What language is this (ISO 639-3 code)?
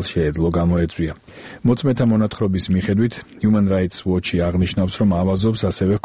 kat